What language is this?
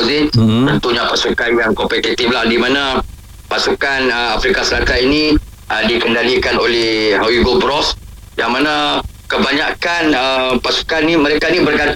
Malay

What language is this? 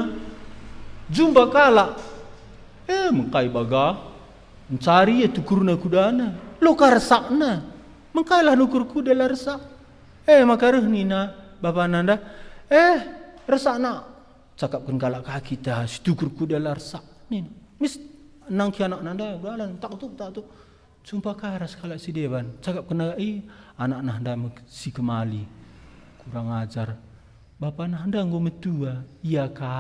Batak Karo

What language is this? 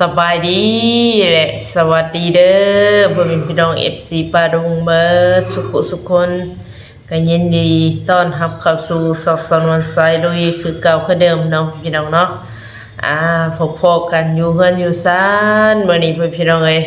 Northeastern Thai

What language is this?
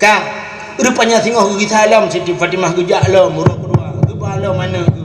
Achinese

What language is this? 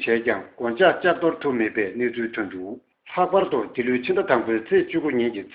Tibetan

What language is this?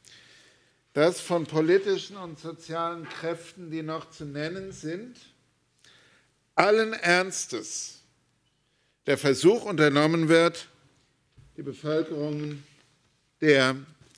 German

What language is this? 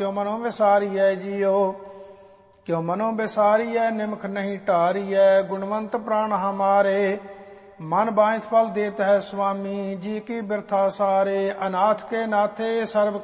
Punjabi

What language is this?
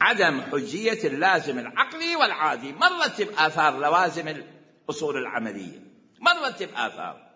Mesopotamian Arabic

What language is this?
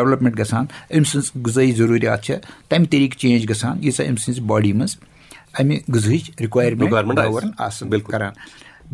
Kashmiri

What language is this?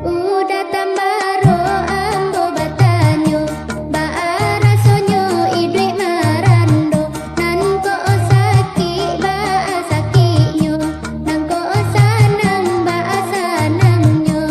Minangkabau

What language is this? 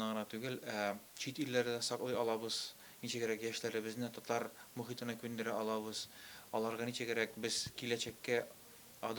Tatar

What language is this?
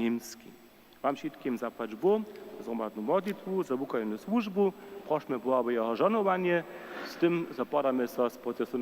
Upper Sorbian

